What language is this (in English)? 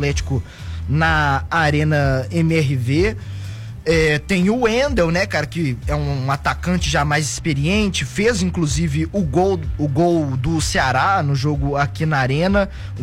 Portuguese